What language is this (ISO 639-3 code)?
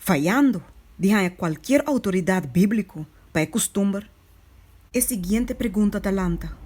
pap